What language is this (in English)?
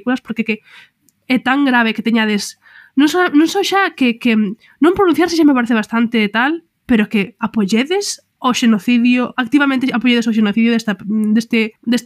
Galician